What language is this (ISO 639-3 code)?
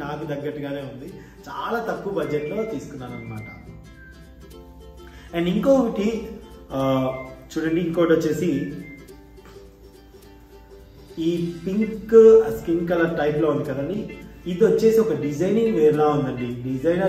tel